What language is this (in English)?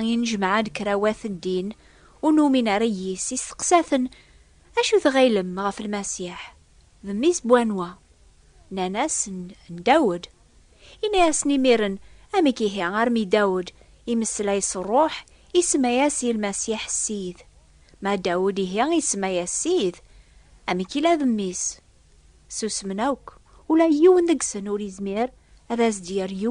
Kabyle